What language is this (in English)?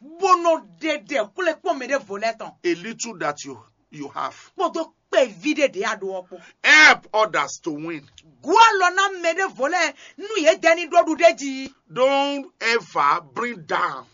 Fon